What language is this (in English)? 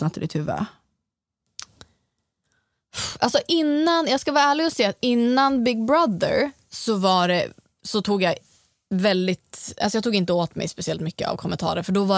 Swedish